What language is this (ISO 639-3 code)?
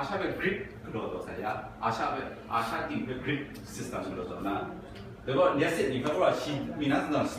kac